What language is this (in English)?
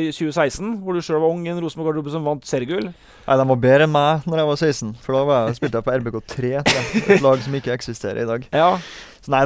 Norwegian